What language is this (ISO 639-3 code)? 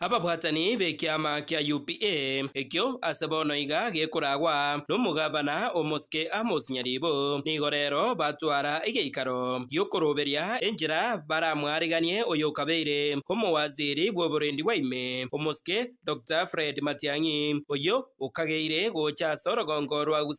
guz